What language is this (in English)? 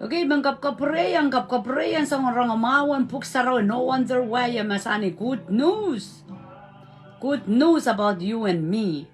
Pohnpeian